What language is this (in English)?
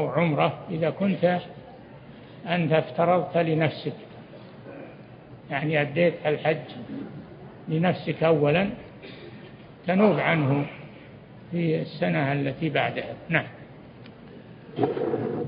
Arabic